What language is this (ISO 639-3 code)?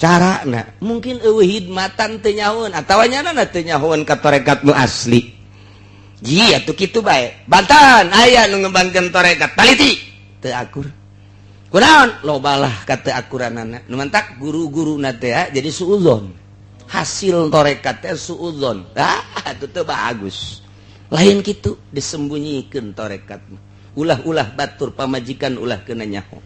sun